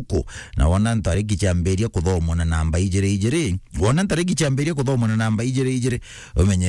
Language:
Meru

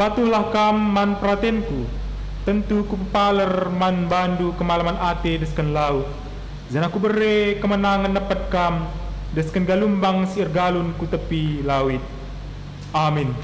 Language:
Batak Karo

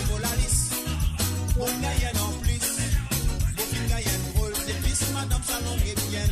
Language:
Morisyen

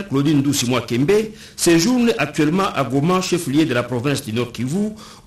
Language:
French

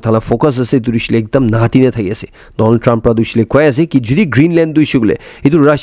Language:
Naga Pidgin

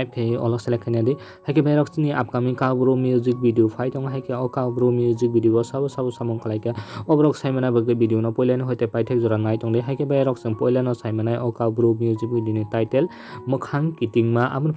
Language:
Kok Borok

